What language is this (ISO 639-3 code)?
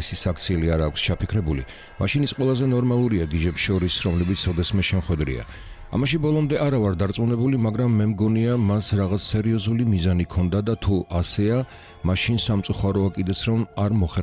kat